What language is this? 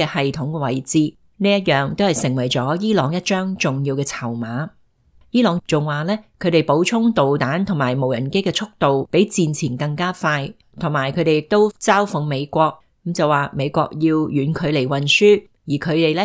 Cantonese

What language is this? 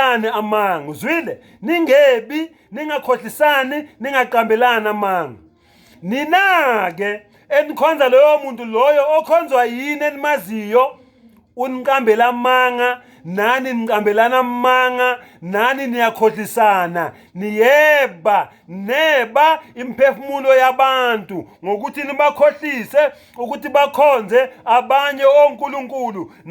Zulu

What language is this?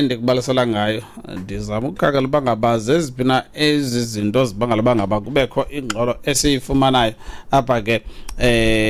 Xhosa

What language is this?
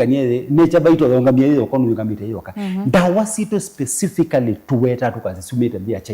Kamba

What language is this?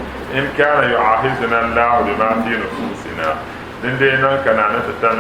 Dagbani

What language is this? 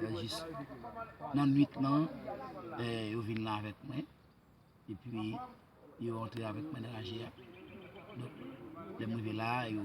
Haitian Creole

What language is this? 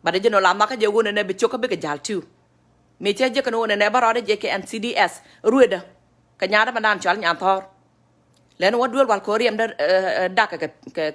Nuer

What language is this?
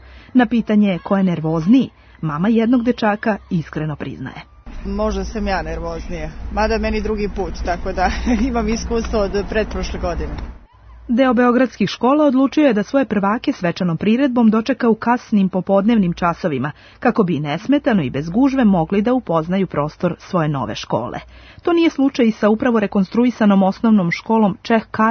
Serbian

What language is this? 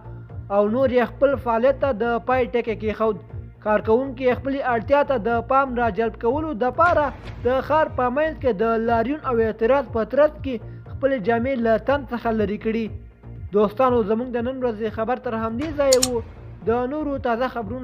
Pashto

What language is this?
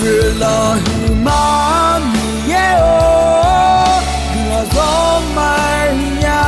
Akha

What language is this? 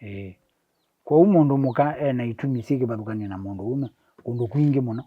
Kamba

